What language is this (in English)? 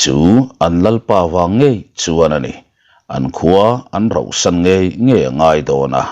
Mizo